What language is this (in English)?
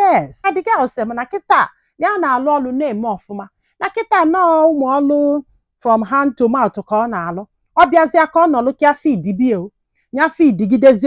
Igbo